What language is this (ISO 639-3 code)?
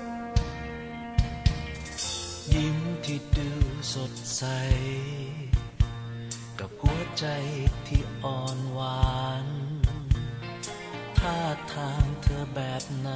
tha